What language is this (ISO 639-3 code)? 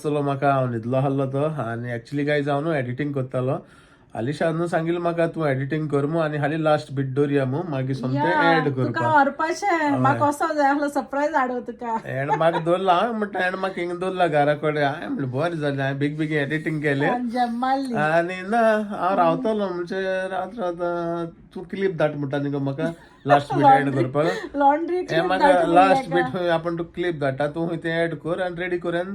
kok